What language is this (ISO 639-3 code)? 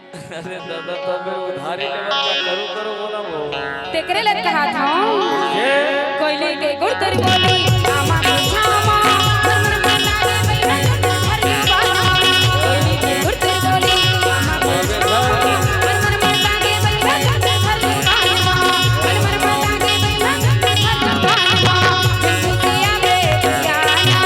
hne